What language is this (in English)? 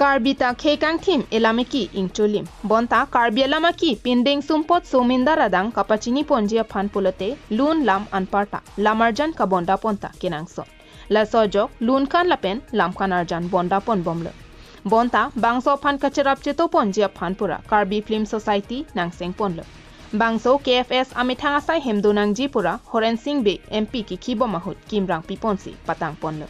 Karbi